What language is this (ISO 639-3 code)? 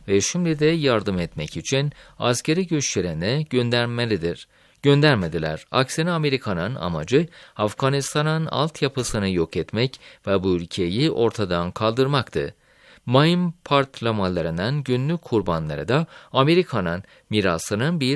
tur